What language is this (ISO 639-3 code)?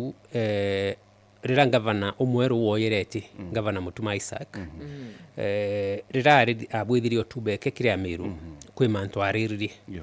mer